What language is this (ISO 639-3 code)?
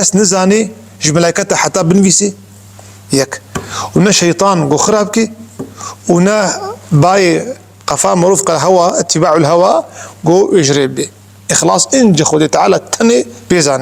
kur